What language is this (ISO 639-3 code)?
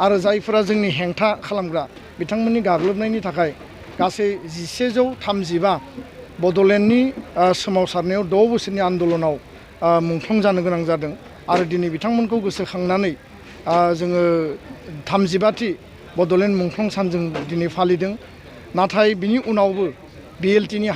brx